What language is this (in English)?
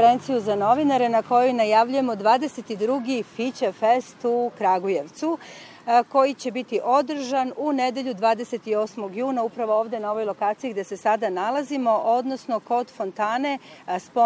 Serbian